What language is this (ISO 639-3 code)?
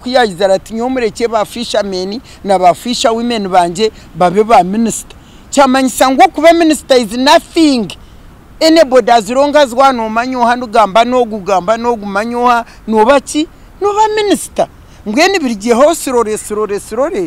nyn